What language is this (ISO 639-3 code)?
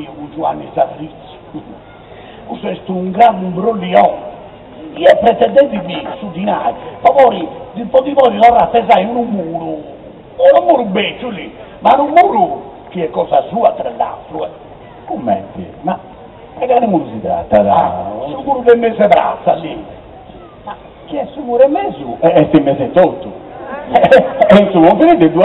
srd